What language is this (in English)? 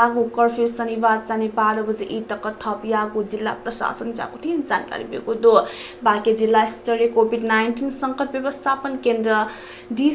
Newari